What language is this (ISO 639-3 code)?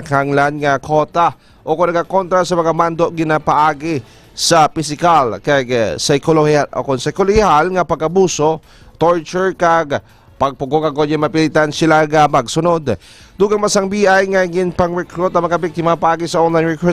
hil